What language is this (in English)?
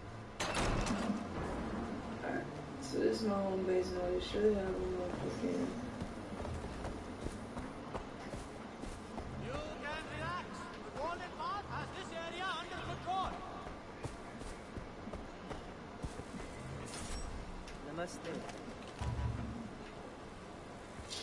English